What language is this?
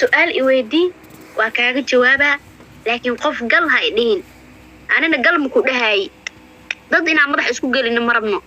Somali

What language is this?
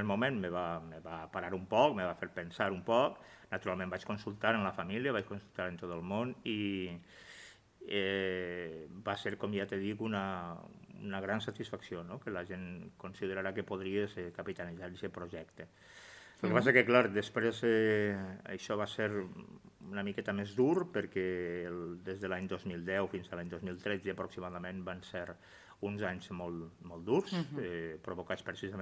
Catalan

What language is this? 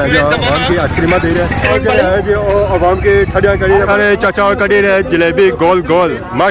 Pahari-Potwari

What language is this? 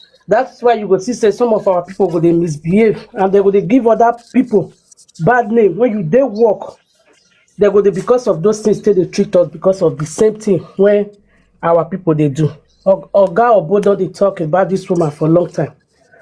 Nigerian Pidgin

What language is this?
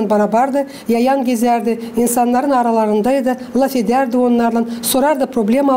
Gagauz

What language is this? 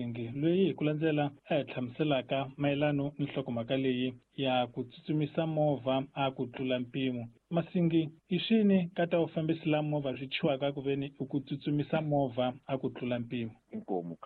Tsonga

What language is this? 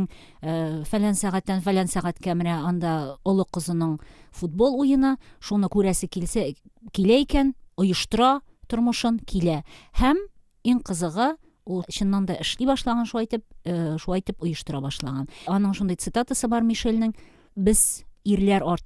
Tatar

